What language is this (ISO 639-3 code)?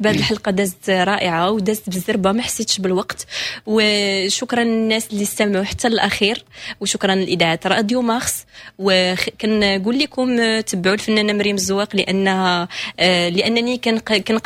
ary